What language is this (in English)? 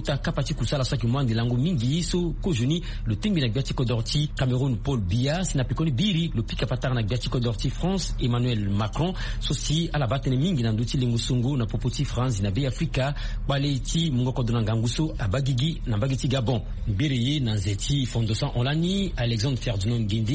Sango